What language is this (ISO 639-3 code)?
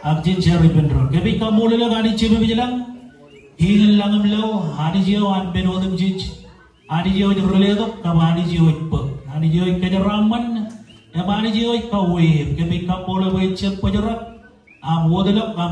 mah